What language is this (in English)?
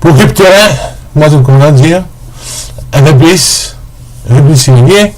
Morisyen